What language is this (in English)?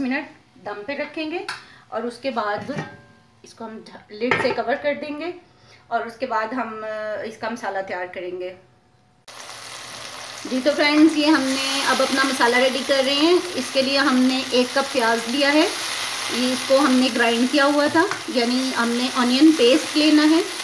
Hindi